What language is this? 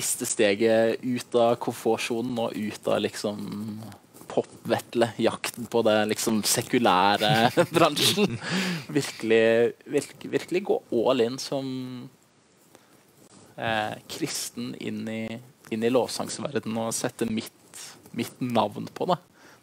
Norwegian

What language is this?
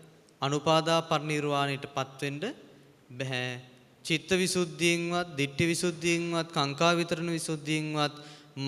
Sinhala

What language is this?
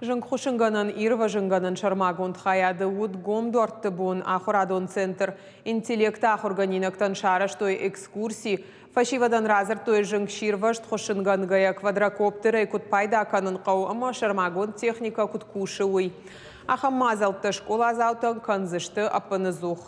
Ossetic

